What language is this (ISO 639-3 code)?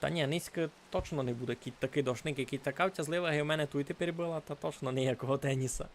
rue